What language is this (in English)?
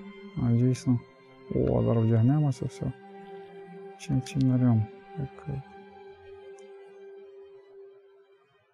Ukrainian